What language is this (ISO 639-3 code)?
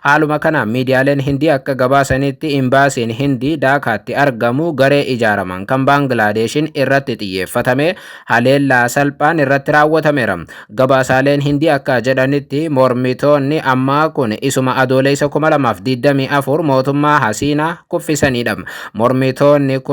orm